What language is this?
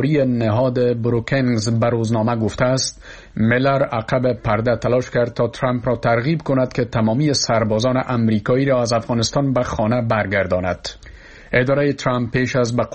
Persian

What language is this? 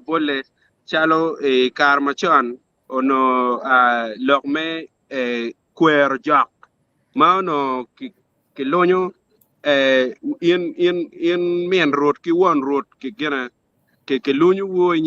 Acoli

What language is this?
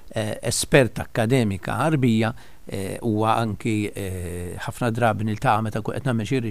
Maltese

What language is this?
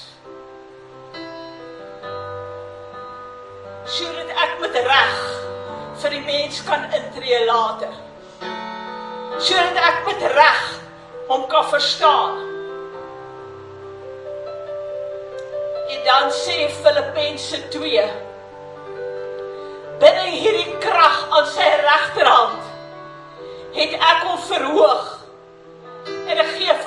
Afrikaans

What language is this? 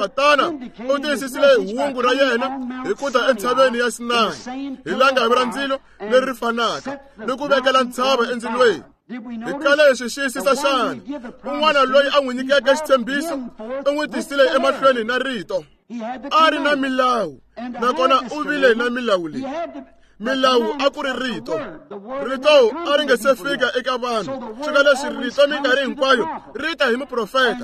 Tsonga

